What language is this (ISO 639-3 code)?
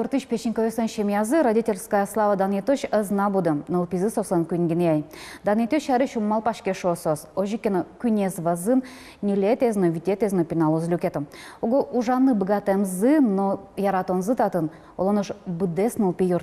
udm